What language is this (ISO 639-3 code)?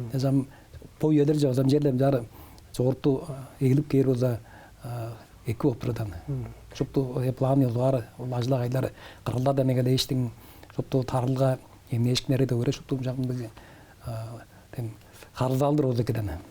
tyv